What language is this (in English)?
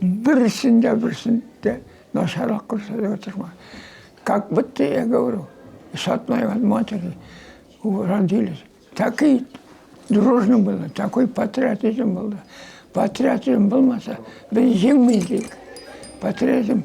Tatar